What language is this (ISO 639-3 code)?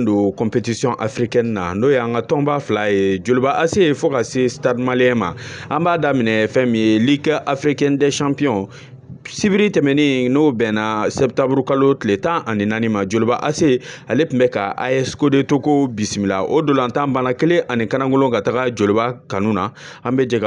bam